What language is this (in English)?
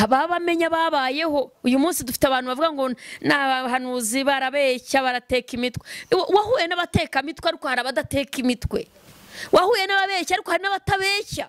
Kinyarwanda